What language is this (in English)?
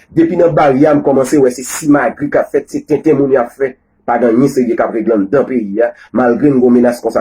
Haitian Creole